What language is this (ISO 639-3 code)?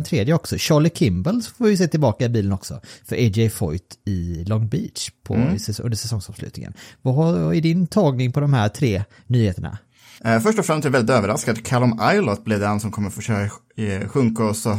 swe